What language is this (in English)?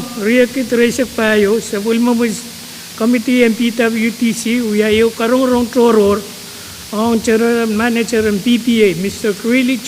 Pohnpeian